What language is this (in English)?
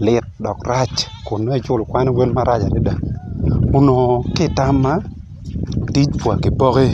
Acoli